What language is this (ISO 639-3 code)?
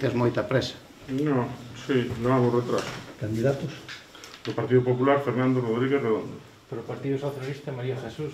glg